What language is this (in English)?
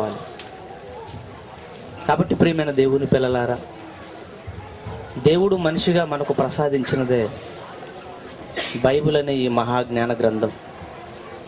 Telugu